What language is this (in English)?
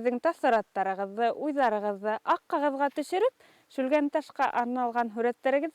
Bashkir